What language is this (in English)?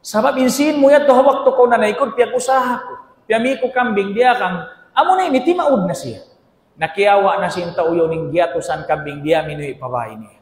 Tausug